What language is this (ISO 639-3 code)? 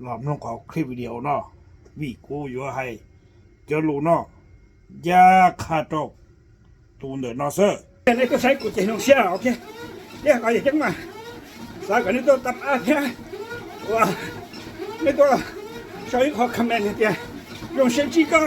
hmn